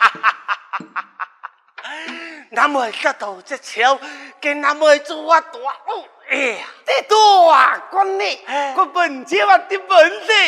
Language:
Pu-Xian Chinese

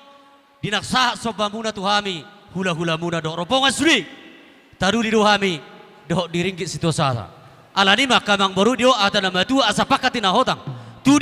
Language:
Batak Toba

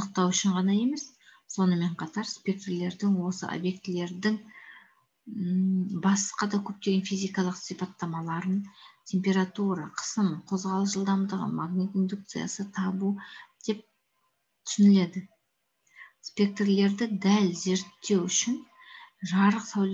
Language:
Kazakh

